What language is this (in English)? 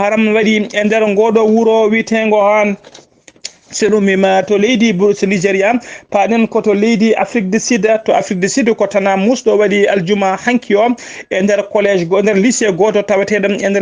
Fula